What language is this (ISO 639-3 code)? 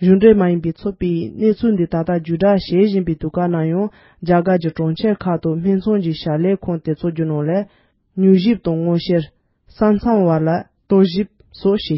bod